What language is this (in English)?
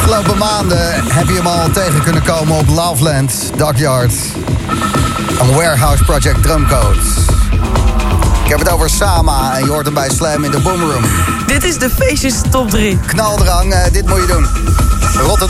Dutch